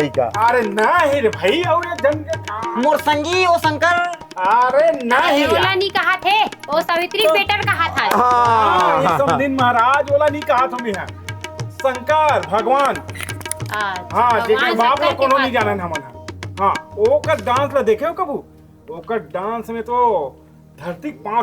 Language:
Chhattisgarhi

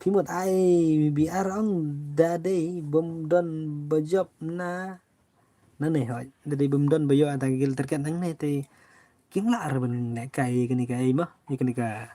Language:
Khasi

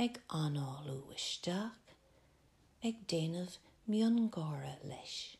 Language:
Irish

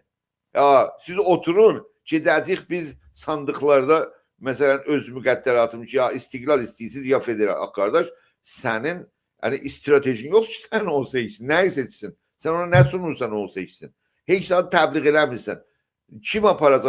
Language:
South Azerbaijani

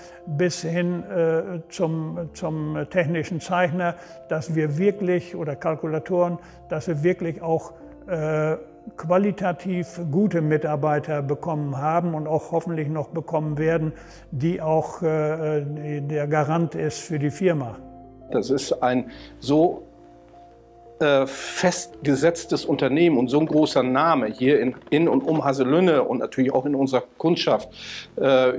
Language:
German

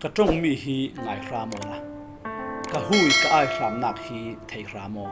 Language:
Falam Chin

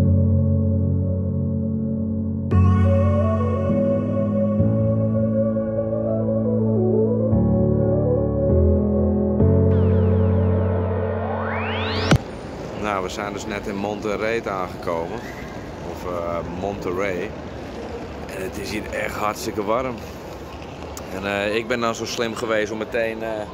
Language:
Dutch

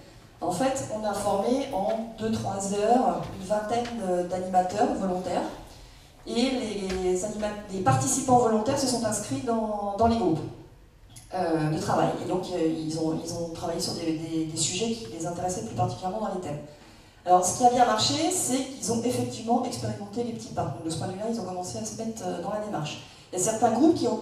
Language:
French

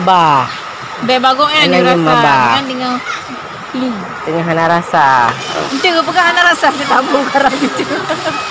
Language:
Achinese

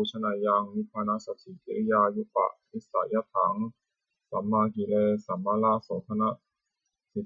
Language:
Pali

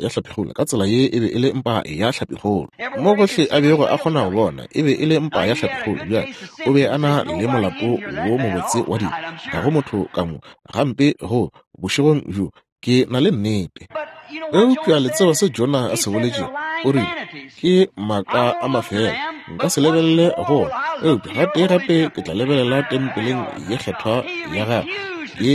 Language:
Northern Sotho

